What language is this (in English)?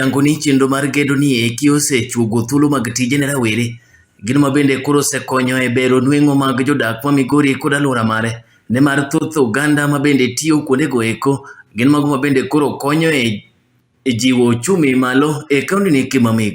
Luo (Kenya and Tanzania)